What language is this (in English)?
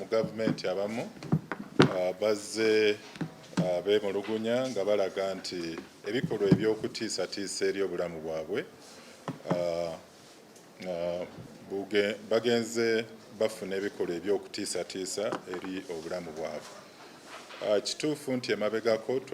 Ganda